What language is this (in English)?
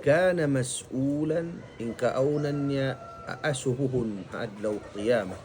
Tausug